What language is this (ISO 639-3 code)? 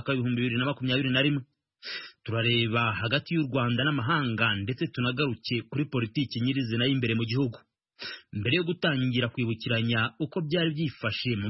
kin